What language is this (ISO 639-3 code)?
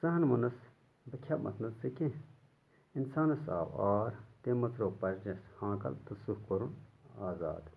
kas